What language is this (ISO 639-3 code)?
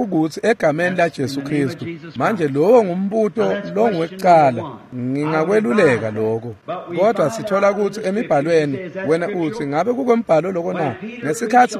ssw